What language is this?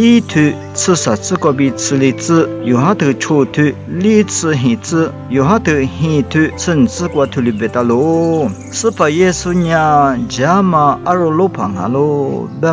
Lisu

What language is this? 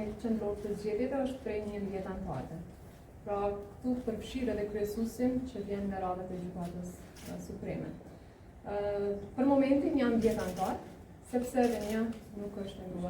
Albanian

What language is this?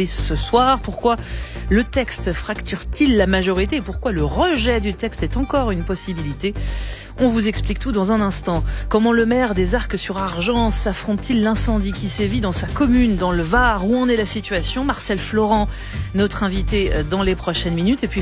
French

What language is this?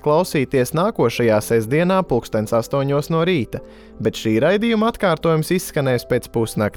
Latvian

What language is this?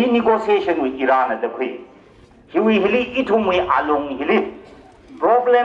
Tangkhul Naga (India)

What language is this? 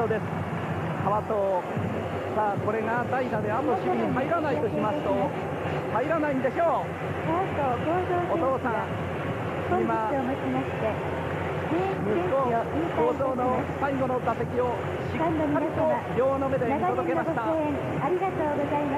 Japanese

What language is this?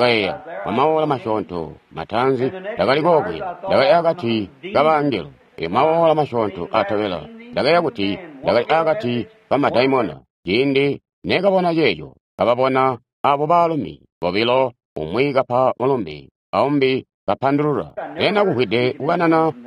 Tonga (Zambia)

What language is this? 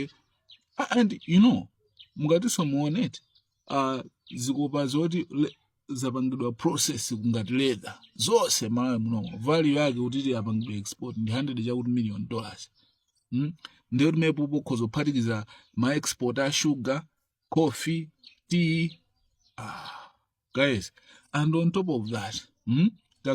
Nyanja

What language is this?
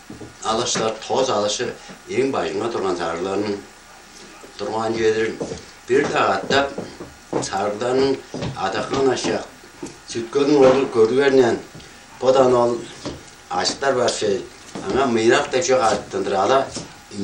Tuvinian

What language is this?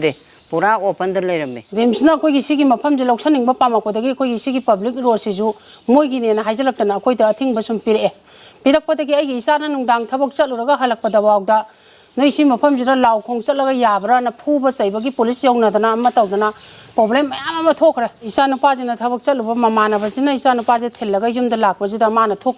Manipuri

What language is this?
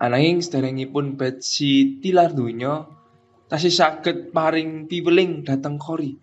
Javanese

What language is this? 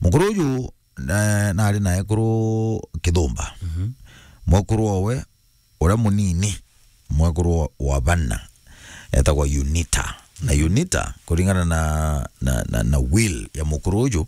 Meru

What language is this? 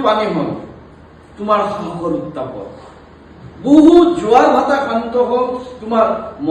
Assamese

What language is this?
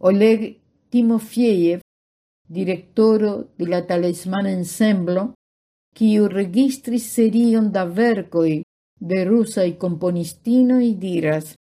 Esperanto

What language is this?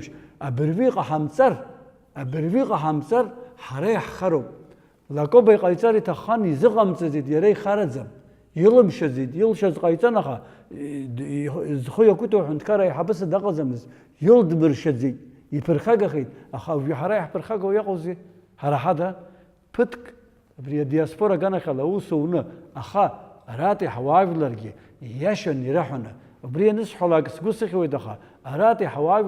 Abkhazian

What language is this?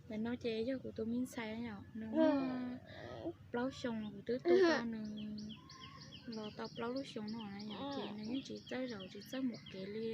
Hmong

